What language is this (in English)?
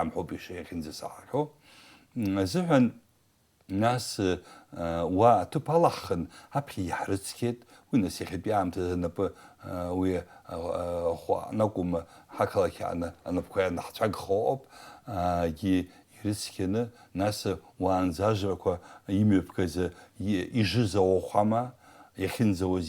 Abkhazian